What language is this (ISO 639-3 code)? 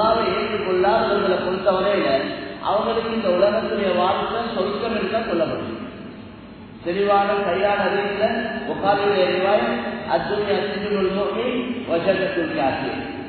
tam